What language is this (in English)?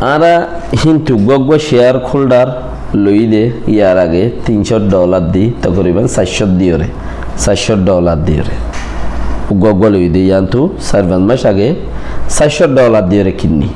Rohingya